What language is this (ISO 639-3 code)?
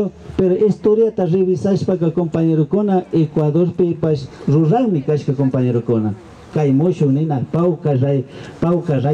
qvi